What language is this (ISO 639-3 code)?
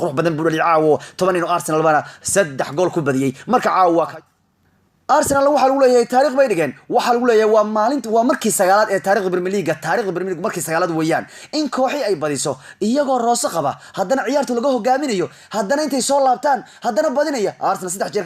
som